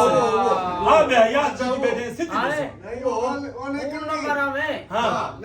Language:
Saraiki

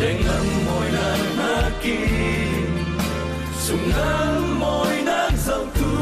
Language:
Falam Chin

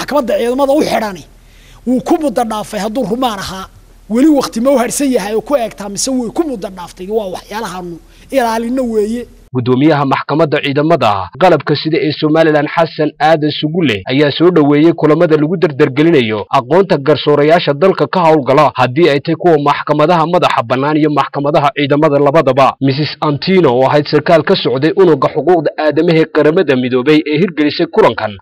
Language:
Somali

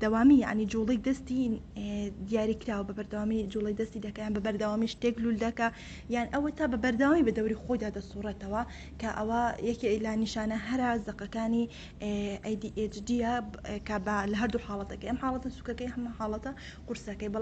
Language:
Central Kurdish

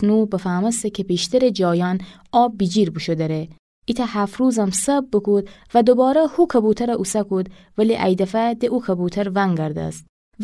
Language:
Gilaki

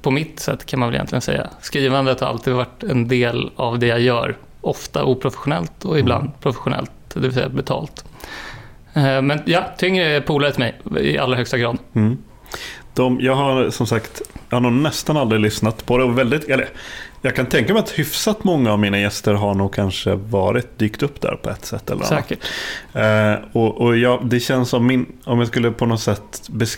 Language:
Swedish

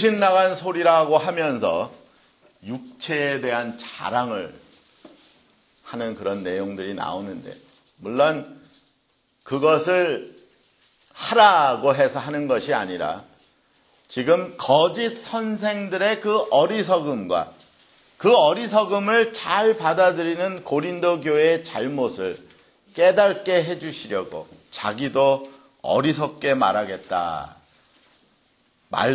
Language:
Korean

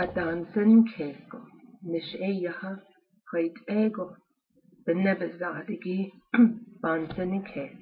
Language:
Navajo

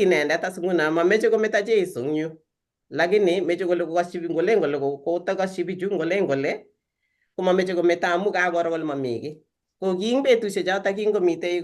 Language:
Kalenjin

